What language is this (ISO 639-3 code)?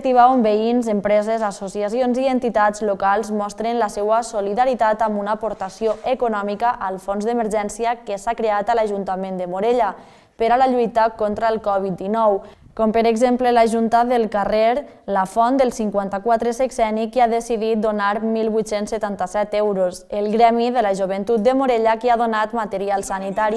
cat